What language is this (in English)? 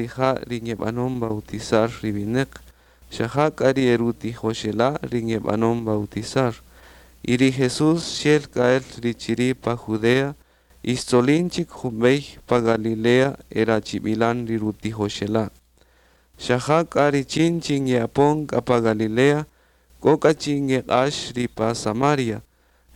Kaqchikel